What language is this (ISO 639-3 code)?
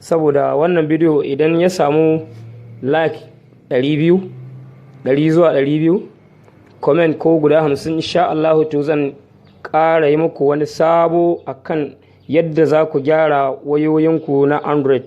hau